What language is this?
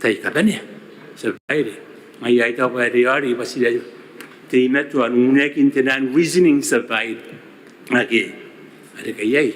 Gilbertese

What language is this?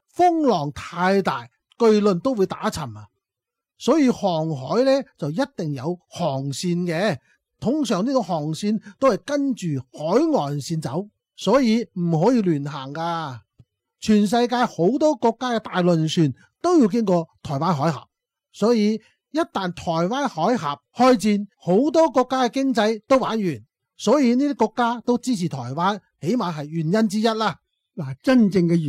Cantonese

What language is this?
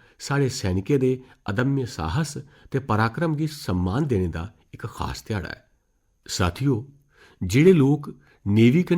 Dogri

